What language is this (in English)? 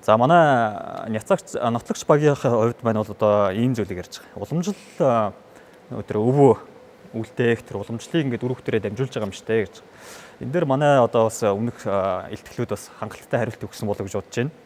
Mongolian